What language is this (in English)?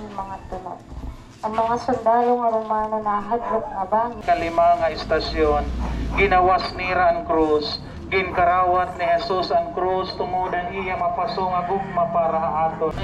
Waray